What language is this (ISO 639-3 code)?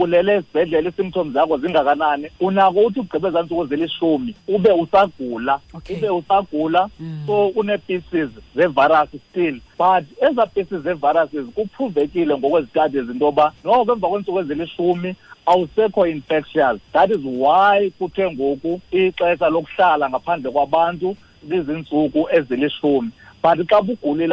xho